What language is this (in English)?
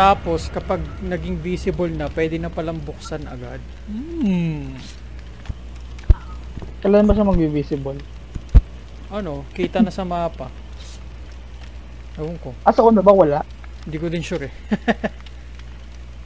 Filipino